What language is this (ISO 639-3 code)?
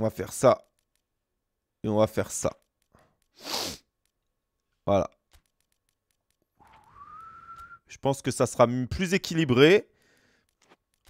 fra